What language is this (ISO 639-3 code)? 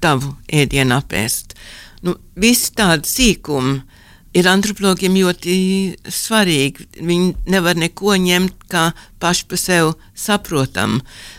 lav